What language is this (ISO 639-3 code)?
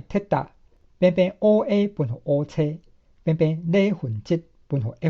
nan